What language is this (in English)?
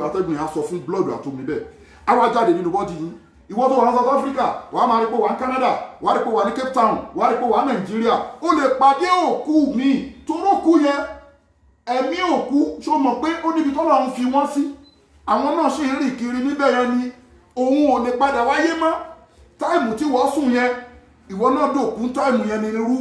Yoruba